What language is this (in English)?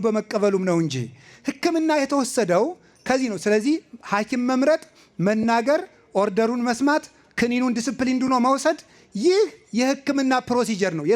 Amharic